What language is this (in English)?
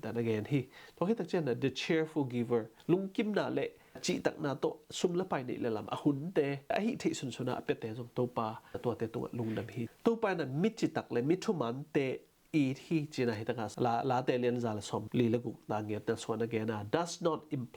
Tedim Chin